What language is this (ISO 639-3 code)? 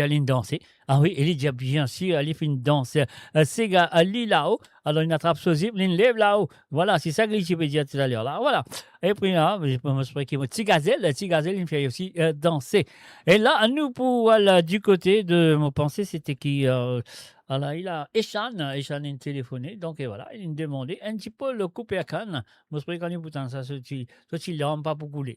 mfe